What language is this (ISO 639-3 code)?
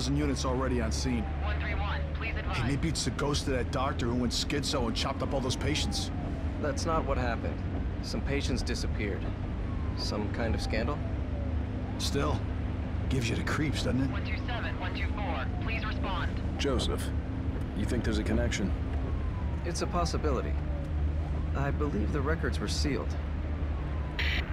eng